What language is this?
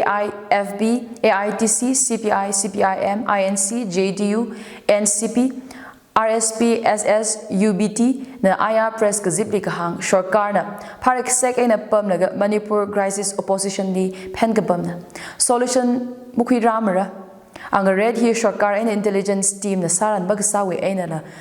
Tangkhul Naga (India)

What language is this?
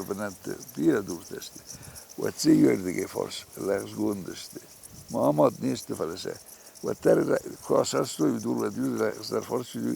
Ossetic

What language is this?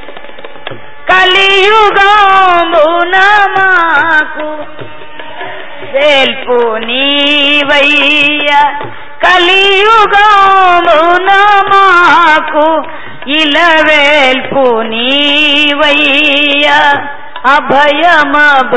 Telugu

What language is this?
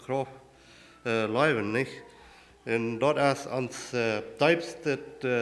Plautdietsch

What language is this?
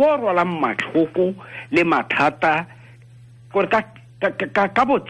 Tswana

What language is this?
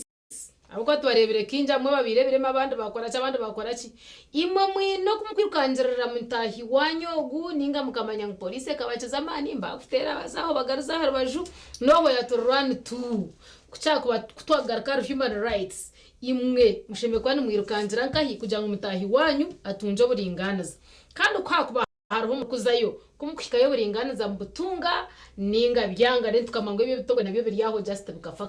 Nyankole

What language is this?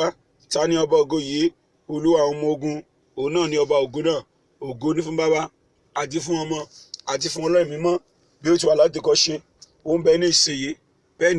Yoruba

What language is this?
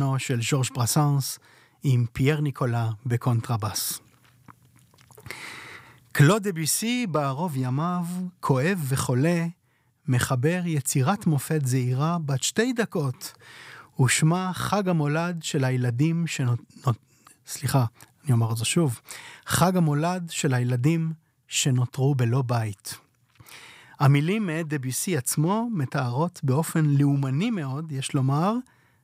Hebrew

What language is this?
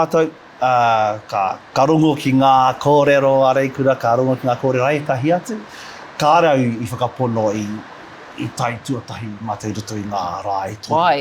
Māori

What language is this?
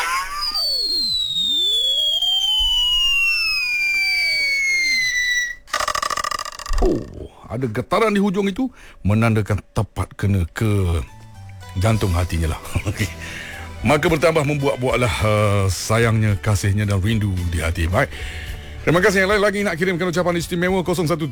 Malay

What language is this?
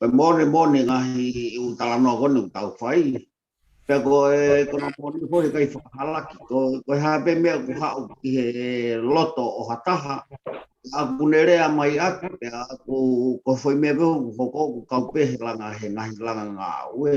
Tongan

